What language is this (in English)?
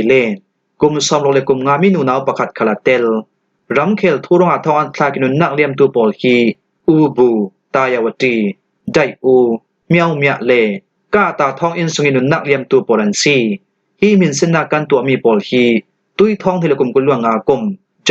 Falam Chin